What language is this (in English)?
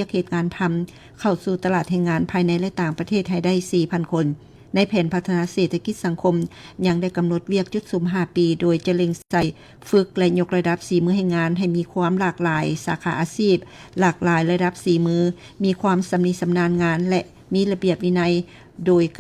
Lao